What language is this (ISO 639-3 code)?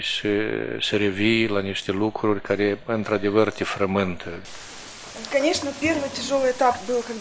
ron